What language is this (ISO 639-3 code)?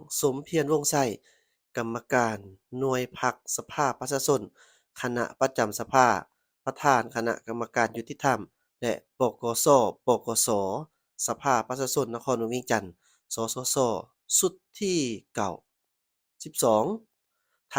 lao